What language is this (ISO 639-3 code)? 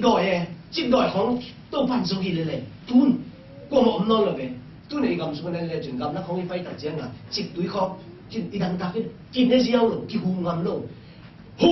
ctd